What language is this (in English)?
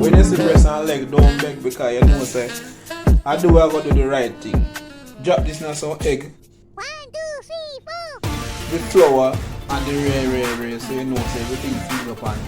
Jamaican Creole English